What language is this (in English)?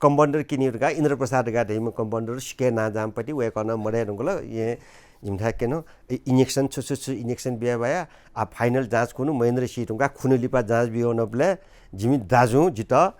Newari